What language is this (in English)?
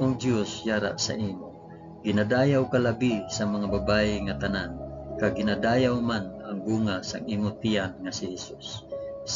Hiligaynon